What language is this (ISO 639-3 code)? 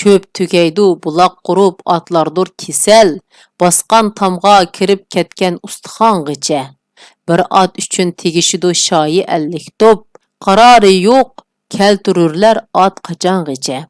uig